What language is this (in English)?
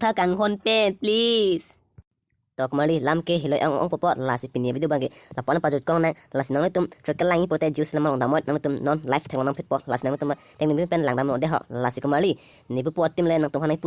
Karbi